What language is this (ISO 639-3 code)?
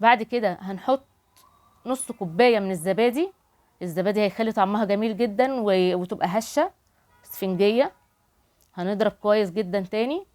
arz